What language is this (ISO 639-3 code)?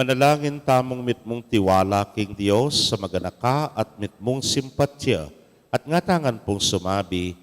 pam